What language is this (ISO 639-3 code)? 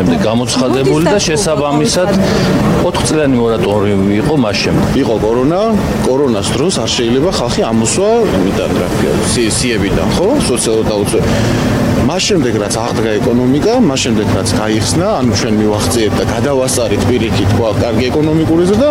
kat